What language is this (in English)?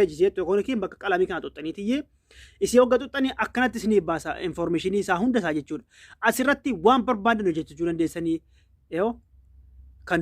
Oromo